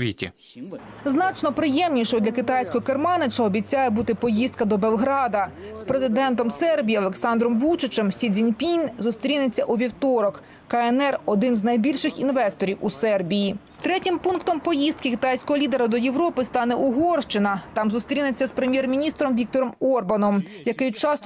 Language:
Ukrainian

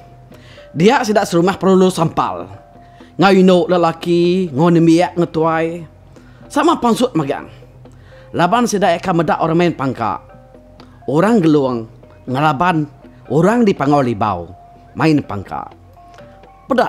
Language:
Iban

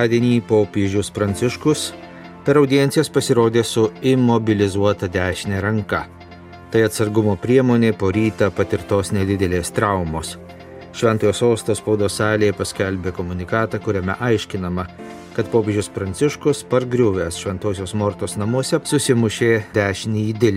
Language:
Lithuanian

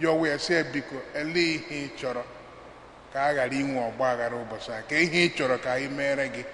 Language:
Igbo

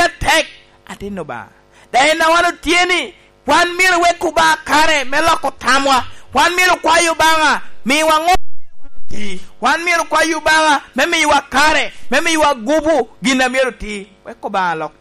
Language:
Lango (Uganda)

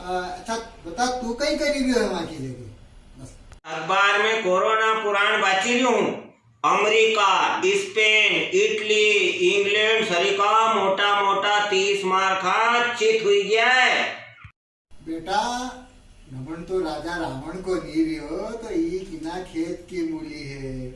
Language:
Rajasthani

